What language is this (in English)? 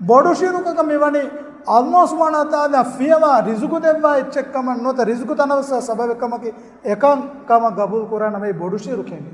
Divehi